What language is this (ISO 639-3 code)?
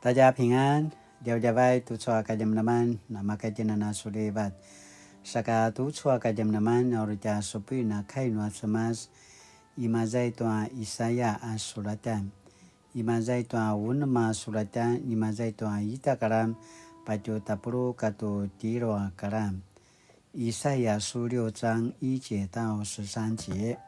pwn